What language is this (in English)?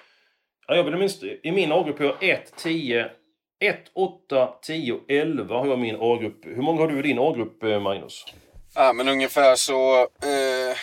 Swedish